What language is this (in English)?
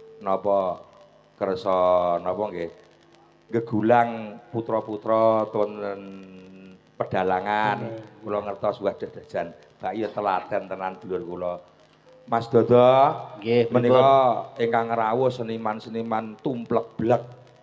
Javanese